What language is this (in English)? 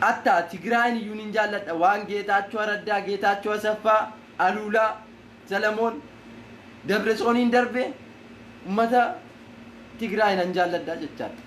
Oromo